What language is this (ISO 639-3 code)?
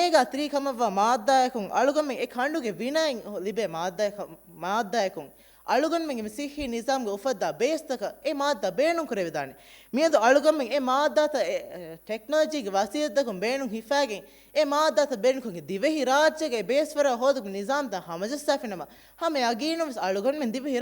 div